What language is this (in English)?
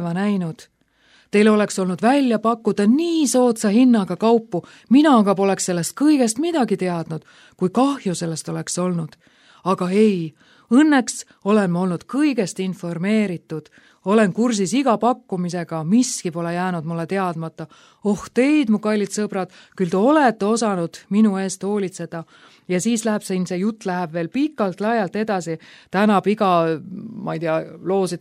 Estonian